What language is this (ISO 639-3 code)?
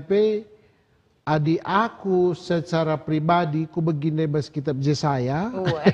btx